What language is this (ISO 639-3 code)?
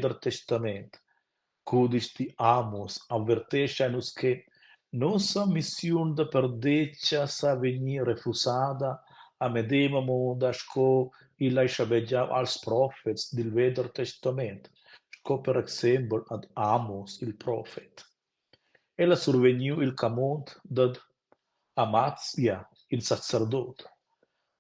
roh